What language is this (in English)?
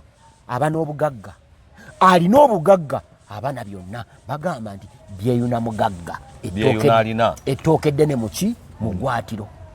Ganda